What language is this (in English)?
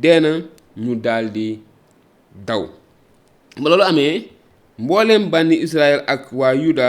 Wolof